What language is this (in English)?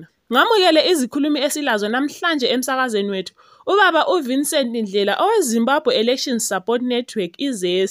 North Ndebele